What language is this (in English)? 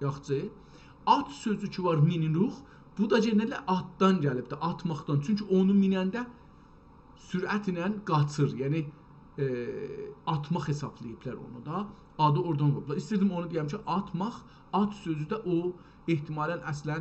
South Azerbaijani